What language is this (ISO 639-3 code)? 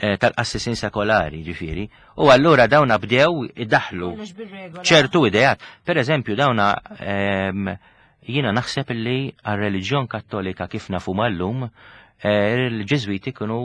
mlt